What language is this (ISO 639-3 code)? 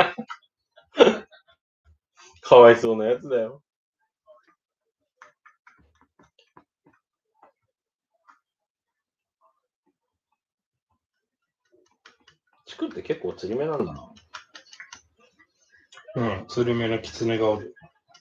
jpn